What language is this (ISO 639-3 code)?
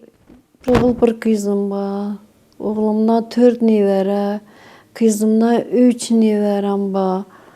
kaa